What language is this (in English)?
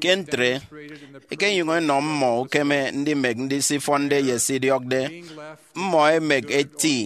Efik